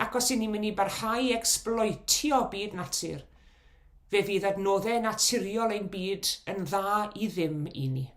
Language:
Welsh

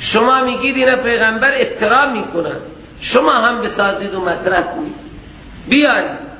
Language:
Persian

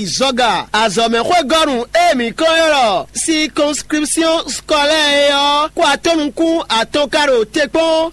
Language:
Fon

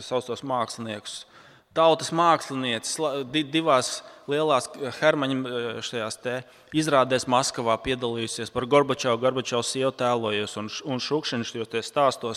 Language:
Latvian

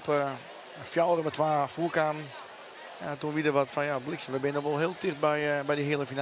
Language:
Western Frisian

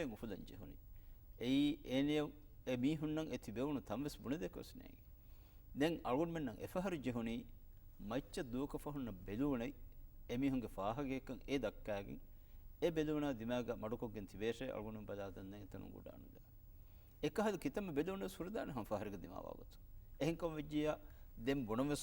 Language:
Divehi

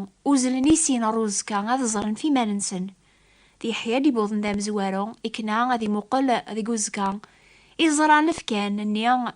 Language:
Kabyle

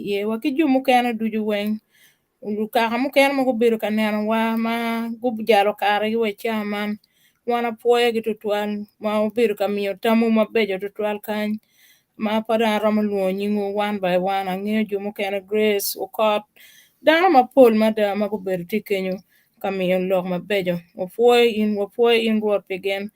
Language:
Acoli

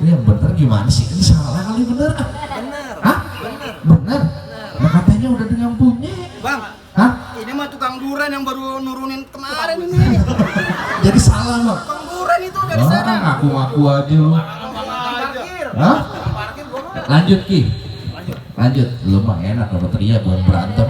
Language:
Betawi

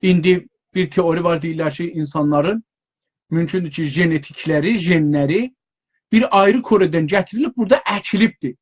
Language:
South Azerbaijani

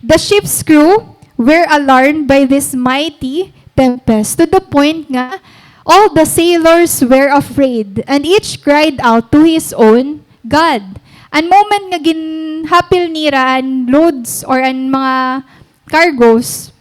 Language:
Waray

